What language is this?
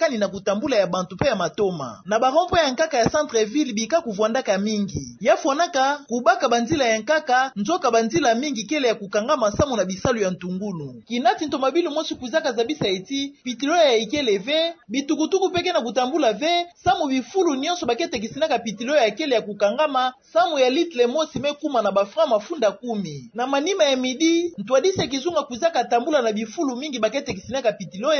Kituba (Democratic Republic of Congo)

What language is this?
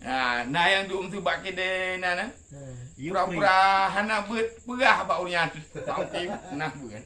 Achinese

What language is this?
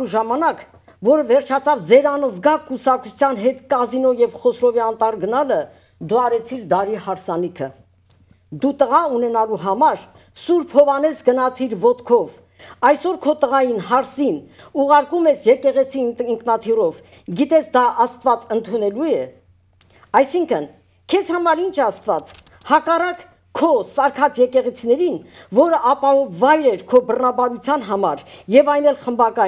Armenian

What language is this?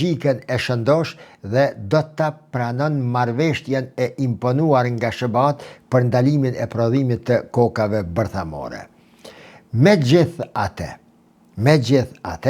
Albanian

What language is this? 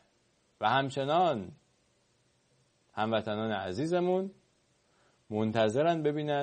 Persian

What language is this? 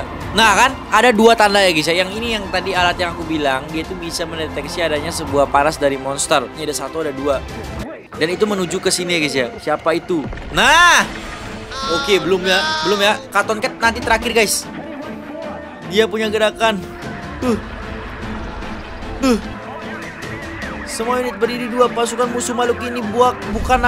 Indonesian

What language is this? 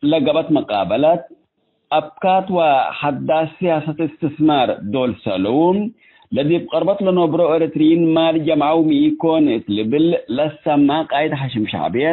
Tigre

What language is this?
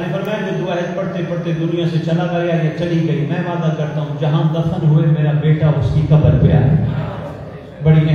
Urdu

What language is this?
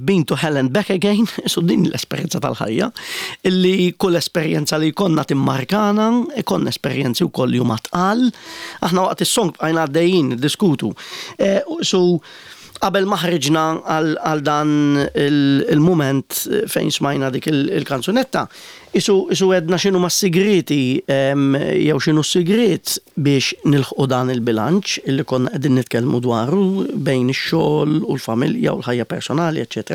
Maltese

